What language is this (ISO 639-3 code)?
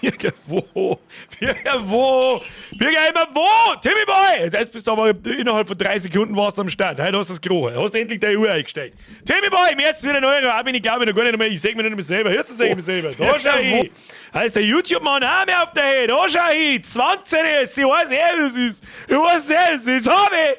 bar